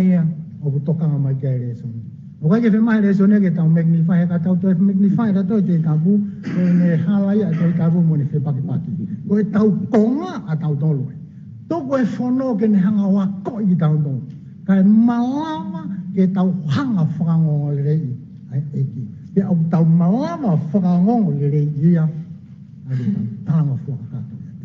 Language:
Tongan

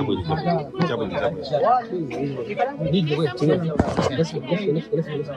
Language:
Nyanja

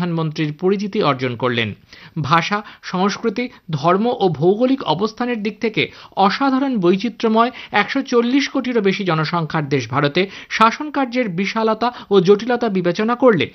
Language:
Bangla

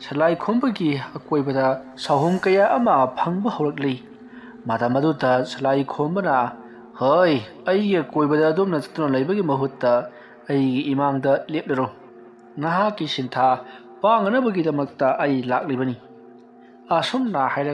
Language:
Manipuri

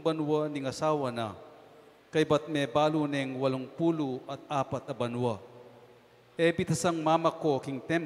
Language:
Pampanga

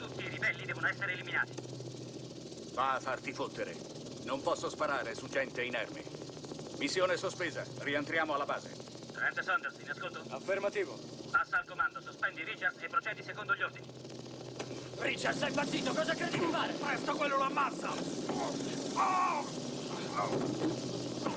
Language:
Italian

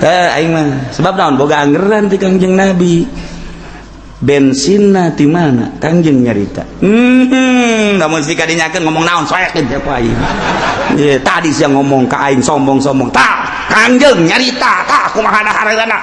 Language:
Sundanese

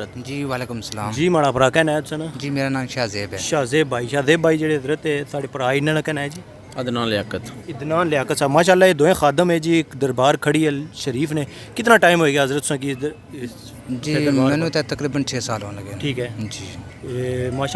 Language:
Pahari-Potwari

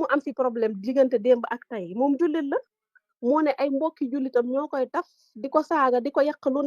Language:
Wolof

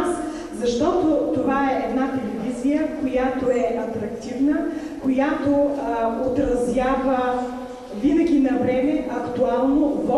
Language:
Bulgarian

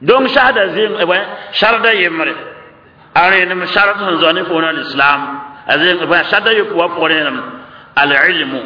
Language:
Mossi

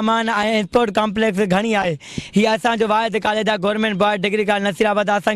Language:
Sindhi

